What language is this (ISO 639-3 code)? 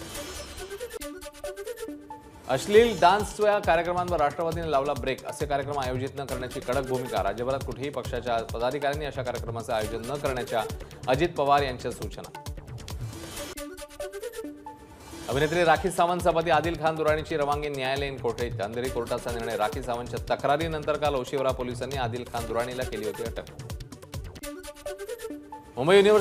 mar